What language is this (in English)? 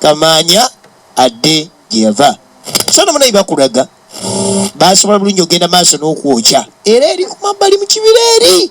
Ganda